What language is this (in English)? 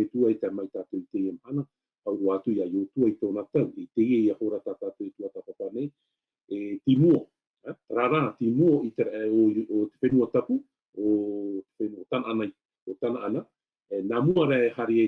Tahitian